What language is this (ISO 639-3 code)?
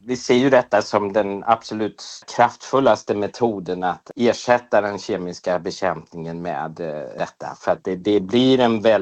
swe